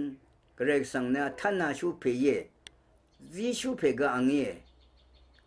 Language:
Rawang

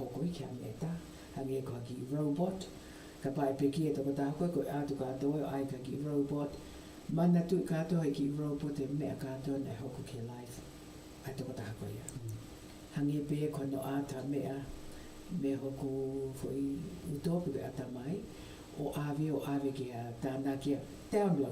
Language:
Tongan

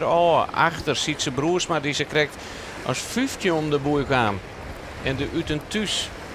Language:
Western Frisian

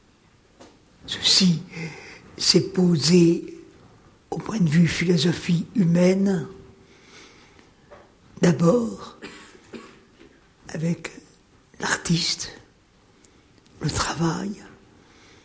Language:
French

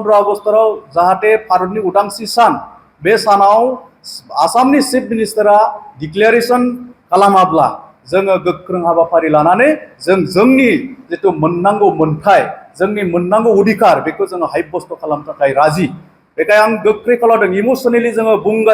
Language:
Bodo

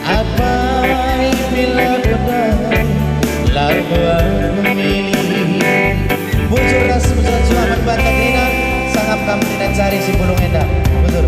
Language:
Batak Karo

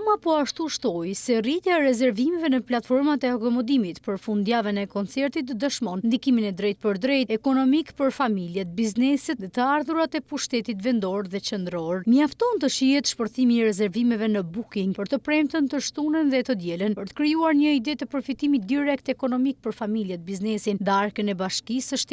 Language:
Albanian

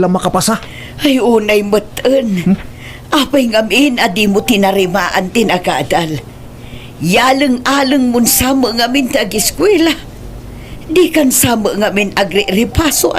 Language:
Iloko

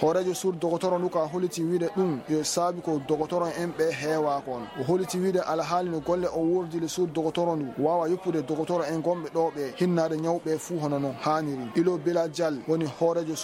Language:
Fula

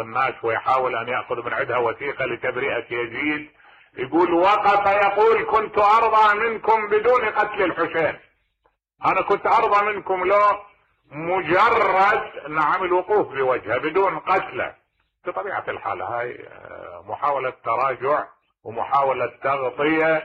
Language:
Mesopotamian Arabic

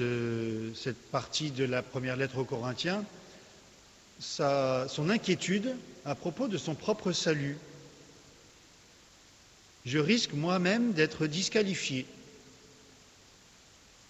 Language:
French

